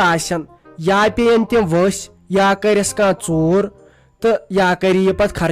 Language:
Kashmiri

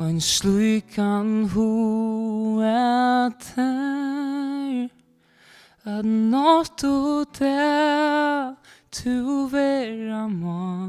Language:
Faroese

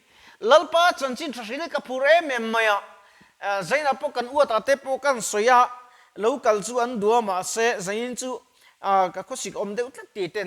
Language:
Mizo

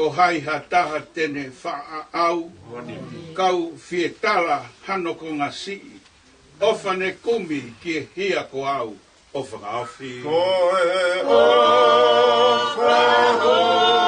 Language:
Tongan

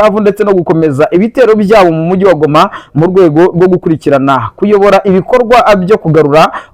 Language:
Kinyarwanda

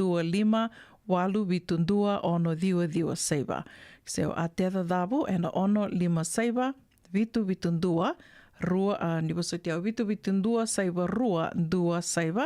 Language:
Fijian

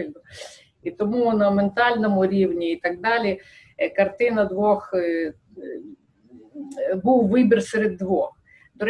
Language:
Ukrainian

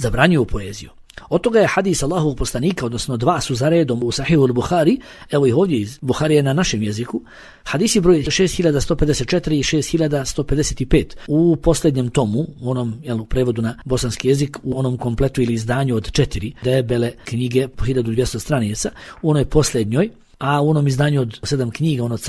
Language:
Bosnian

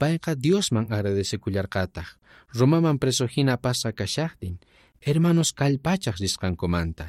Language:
South Bolivian Quechua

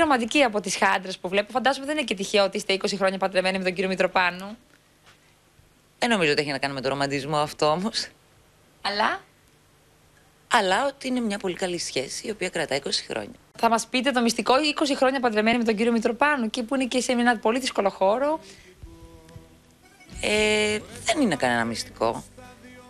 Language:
Greek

